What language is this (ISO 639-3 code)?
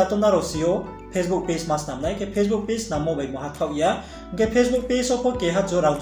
ria